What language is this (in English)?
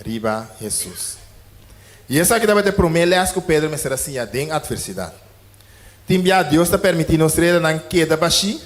Papiamento